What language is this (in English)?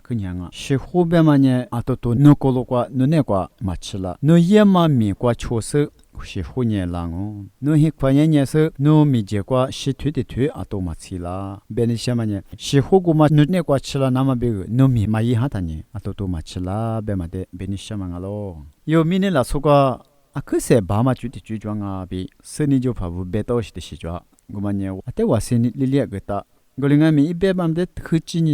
Lisu